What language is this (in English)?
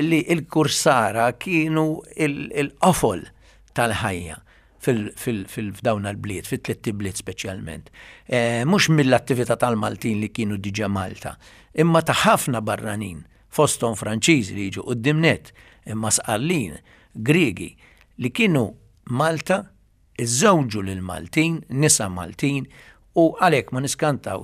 Maltese